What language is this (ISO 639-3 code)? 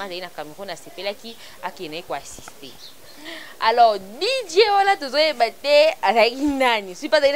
lin